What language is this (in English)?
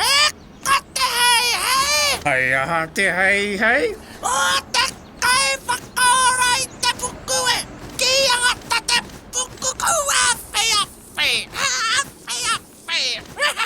Māori